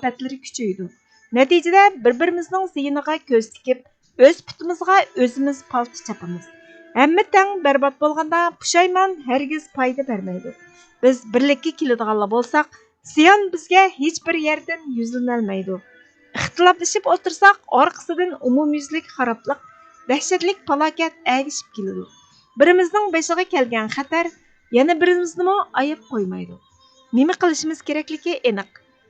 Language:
Uyghur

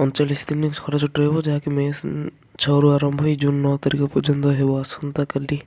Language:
Odia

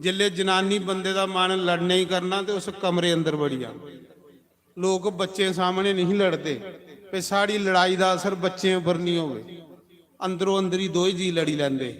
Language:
Dogri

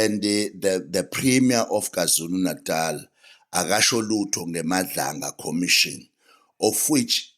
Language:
Zulu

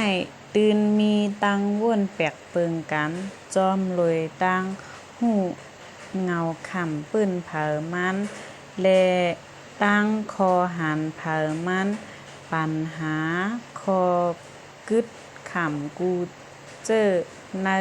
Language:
Shan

